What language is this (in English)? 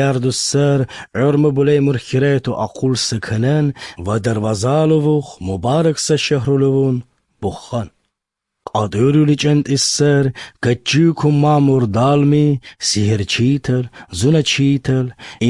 Slovenian